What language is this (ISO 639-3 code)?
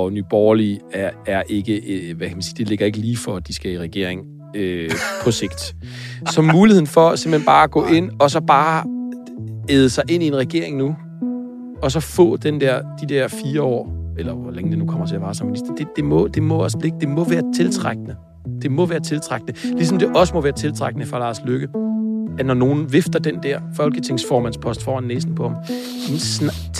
dan